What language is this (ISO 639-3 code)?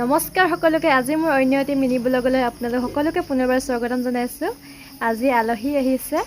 asm